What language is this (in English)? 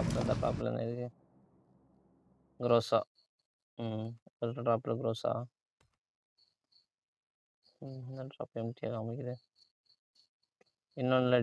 Tamil